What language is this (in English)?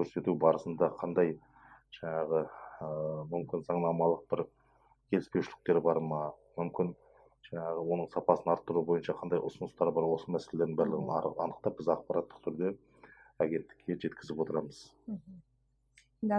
Kazakh